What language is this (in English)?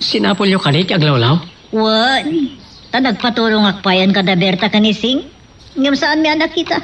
Iloko